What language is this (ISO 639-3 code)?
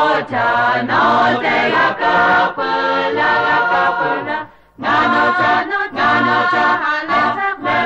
lhu